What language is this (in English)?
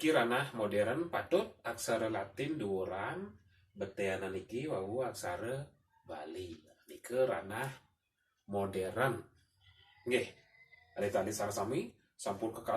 Balinese